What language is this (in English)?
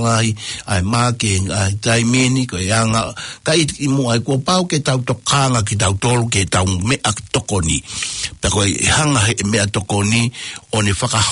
Tongan